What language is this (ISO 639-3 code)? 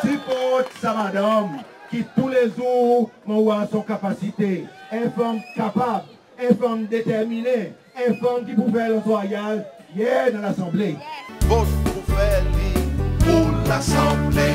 crs